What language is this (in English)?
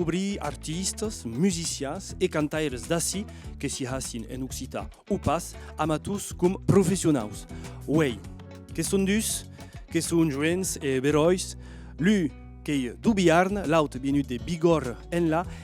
Occitan